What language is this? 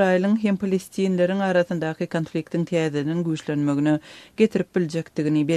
Turkmen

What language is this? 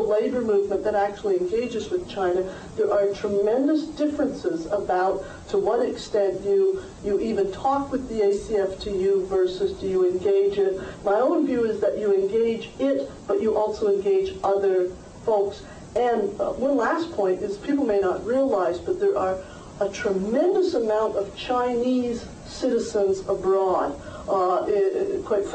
English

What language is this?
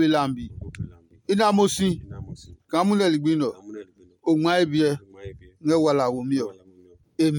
Adangme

